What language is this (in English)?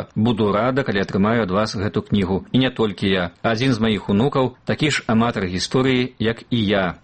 Belarusian